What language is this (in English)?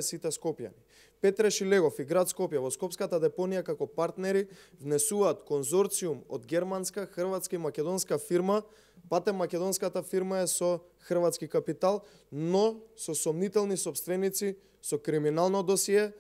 Macedonian